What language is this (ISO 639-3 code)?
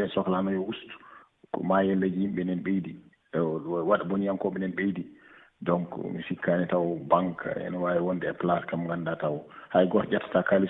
ful